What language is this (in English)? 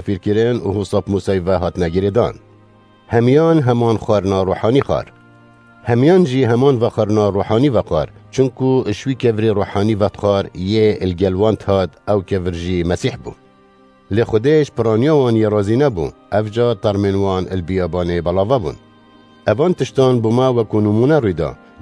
Kurdish